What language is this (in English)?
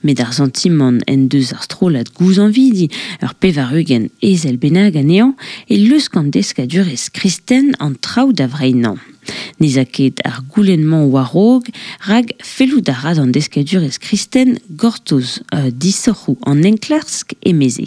Breton